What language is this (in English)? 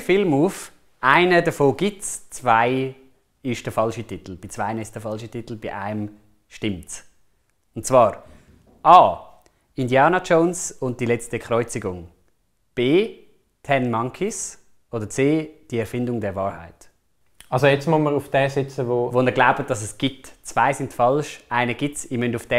Swiss German